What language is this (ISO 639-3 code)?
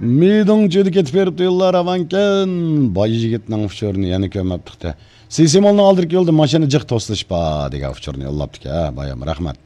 uig